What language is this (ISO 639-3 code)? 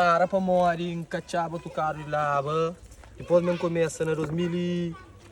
kea